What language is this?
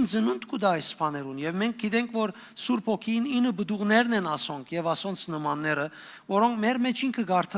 Western Armenian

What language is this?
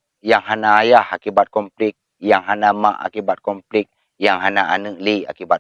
Achinese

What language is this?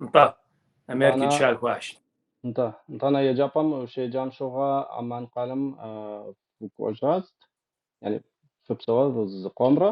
Kabardian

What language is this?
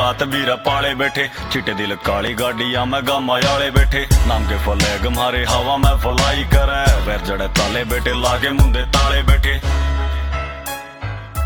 Haryanvi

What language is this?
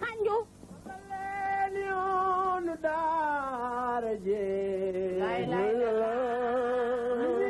Wolof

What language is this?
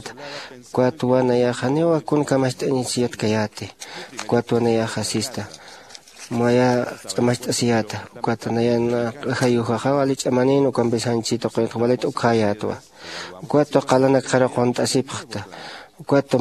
Aymara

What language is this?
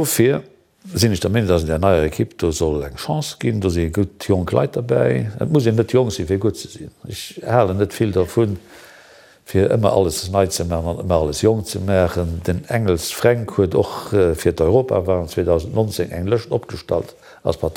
Luxembourgish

